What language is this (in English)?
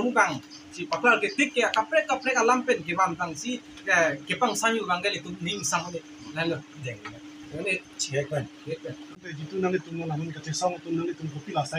Karbi